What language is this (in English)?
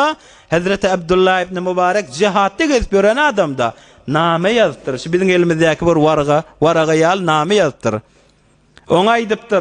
Turkmen